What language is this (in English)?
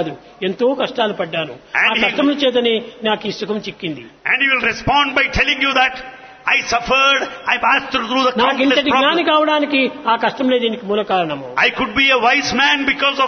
Telugu